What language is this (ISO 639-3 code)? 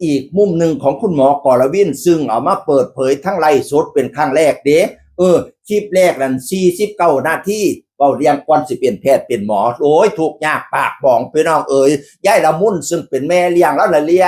tts